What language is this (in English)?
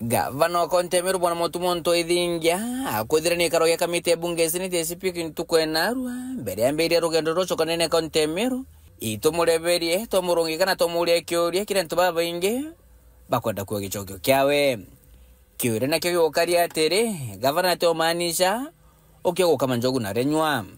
Meru